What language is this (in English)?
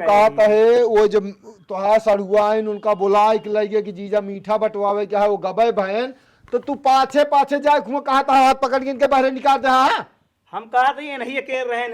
Awadhi